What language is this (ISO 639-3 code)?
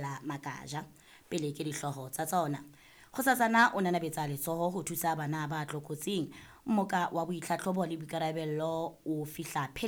sot